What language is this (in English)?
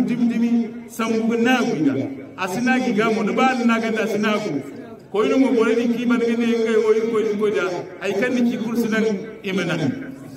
Hausa